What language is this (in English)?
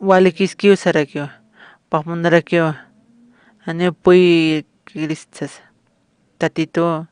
Aymara